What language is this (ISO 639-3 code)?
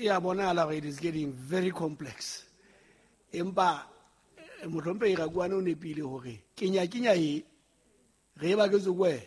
sot